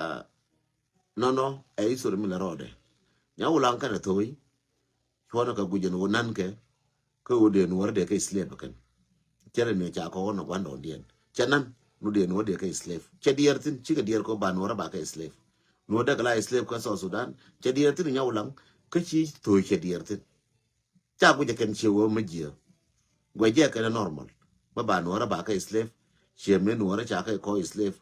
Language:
Nuer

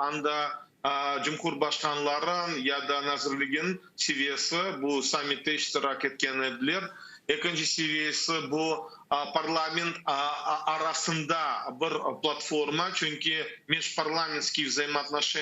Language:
Crimean Tatar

